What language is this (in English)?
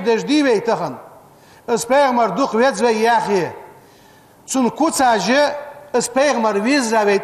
Ingush